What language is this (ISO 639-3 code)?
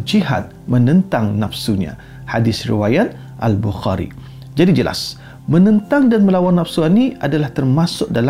msa